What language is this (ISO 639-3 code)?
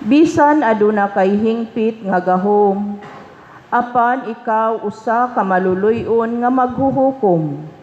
ceb